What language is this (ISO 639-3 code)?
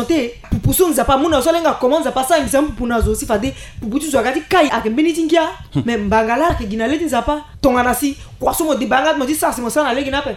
sag